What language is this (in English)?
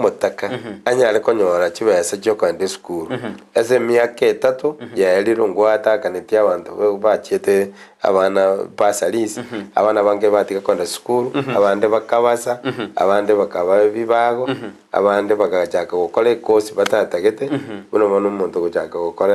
Gusii